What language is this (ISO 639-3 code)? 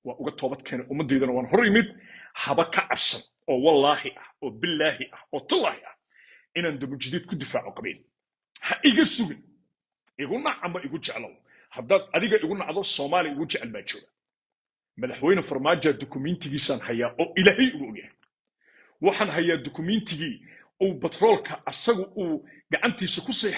som